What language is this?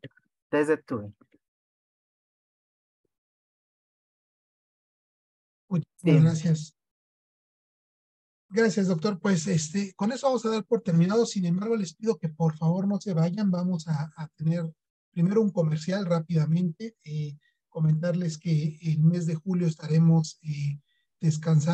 Spanish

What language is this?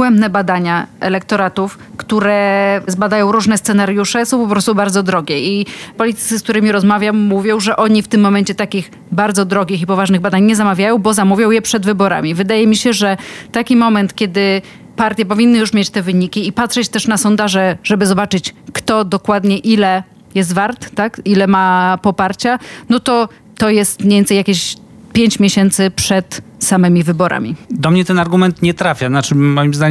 Polish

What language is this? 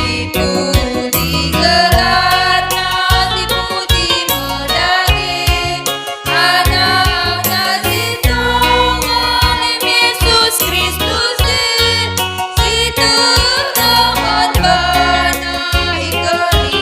Batak Karo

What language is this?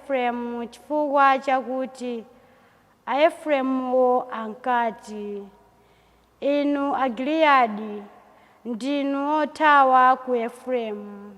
Nyanja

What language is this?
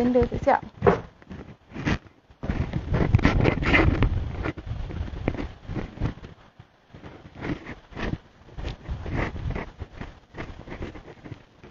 Malay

